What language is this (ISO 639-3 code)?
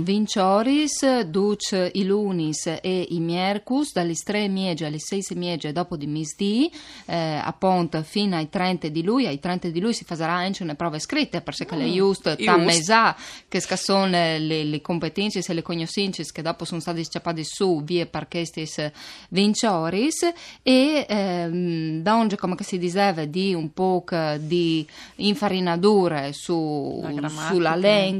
fur